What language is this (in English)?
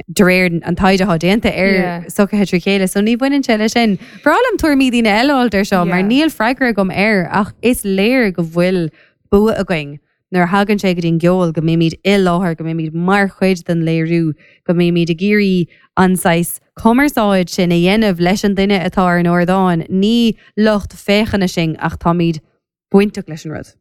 Irish